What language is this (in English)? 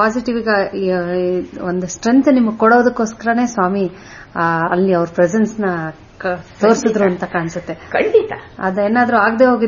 Kannada